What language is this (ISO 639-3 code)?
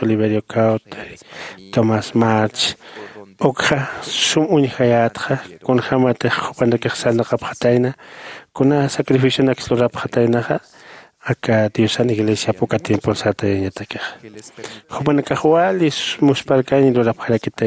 aym